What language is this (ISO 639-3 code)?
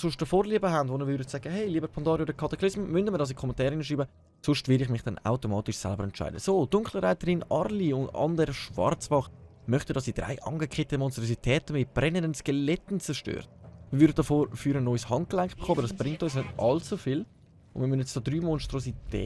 gsw